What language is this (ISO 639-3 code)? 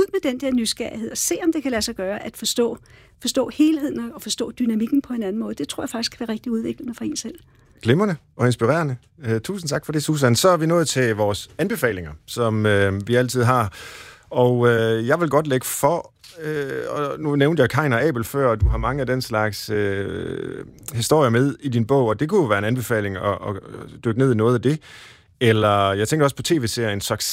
dan